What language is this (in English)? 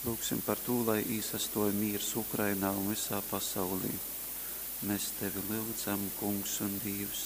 Latgalian